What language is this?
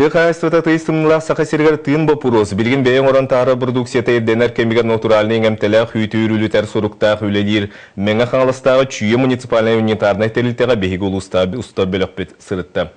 Yakut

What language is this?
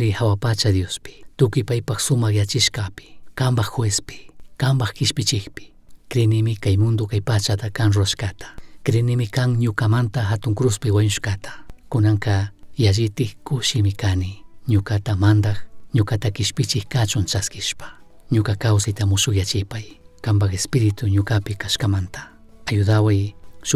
Chimborazo Highland Quichua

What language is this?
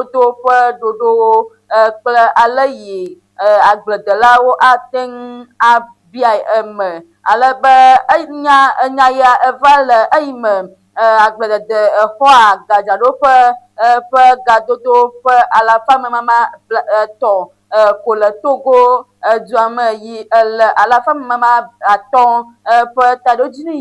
Ewe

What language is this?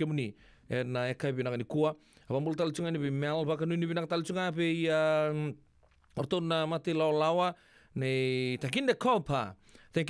Fijian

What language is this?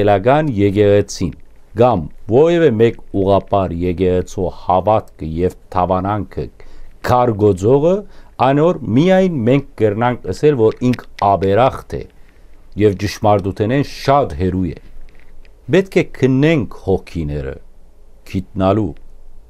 Western Armenian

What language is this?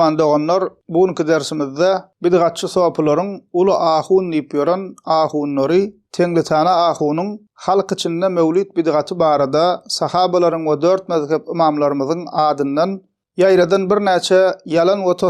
Turkmen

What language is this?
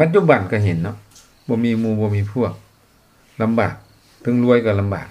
Lao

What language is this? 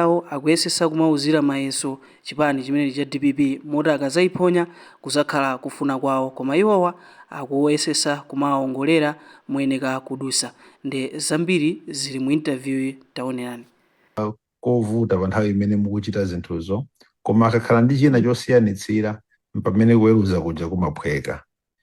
Nyanja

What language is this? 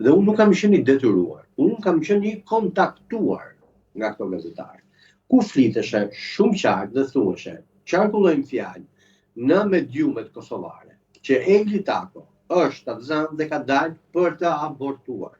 Albanian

